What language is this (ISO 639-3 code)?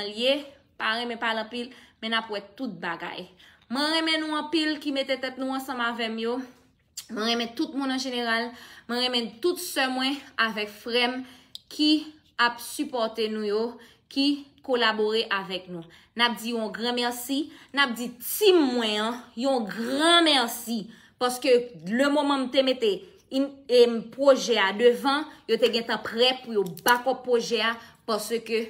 hat